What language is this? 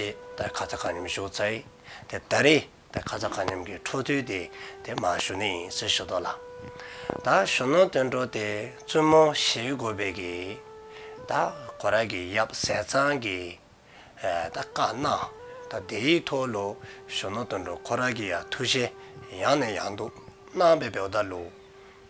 Dzongkha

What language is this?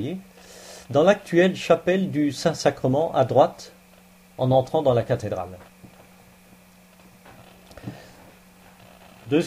French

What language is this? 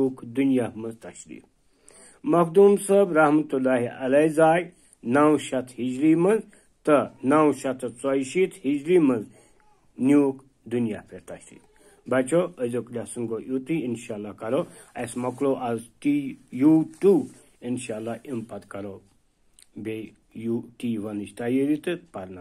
Kashmiri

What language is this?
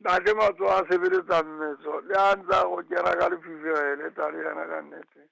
Southern Sotho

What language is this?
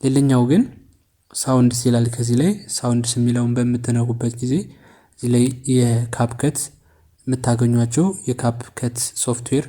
Amharic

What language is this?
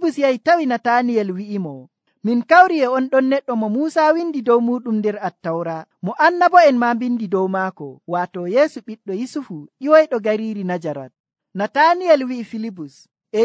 Nigerian Fulfulde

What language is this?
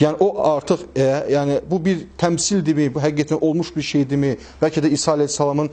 Azerbaijani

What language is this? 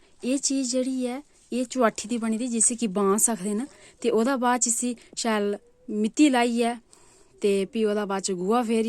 Dogri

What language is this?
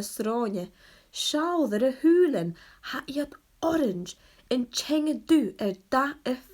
Scottish Gaelic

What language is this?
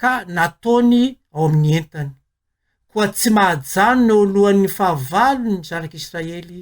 Malagasy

